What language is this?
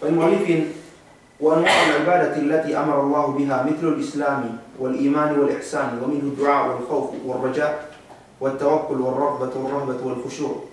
Yakan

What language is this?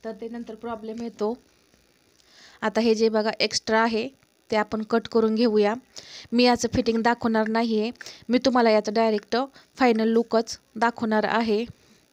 Marathi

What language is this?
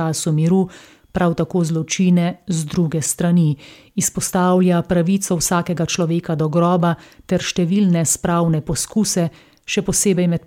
Slovenian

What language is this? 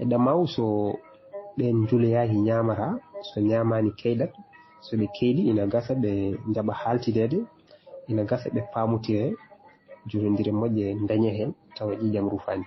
Fula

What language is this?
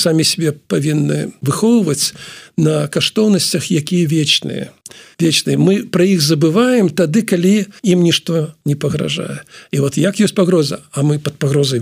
Belarusian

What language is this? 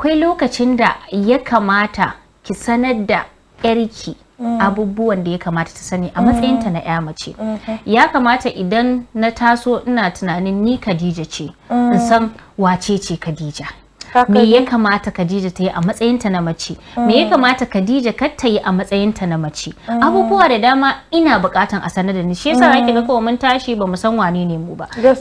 Hausa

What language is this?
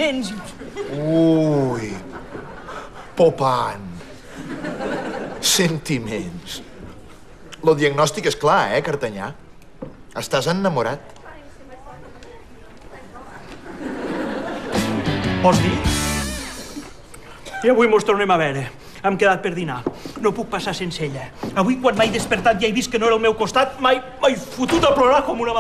Catalan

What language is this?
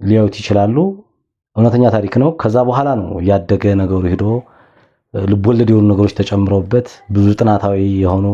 Amharic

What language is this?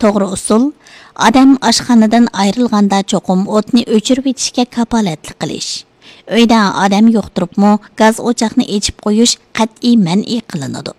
Uyghur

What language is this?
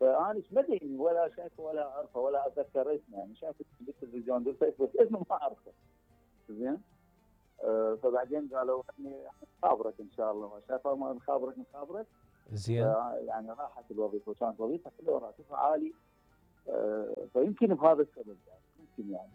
Mesopotamian Arabic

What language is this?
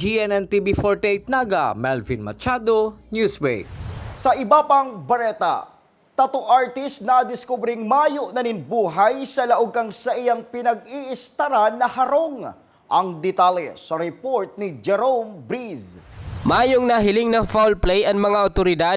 Bikol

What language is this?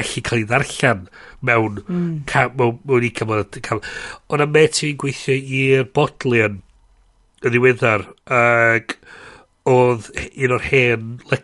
Welsh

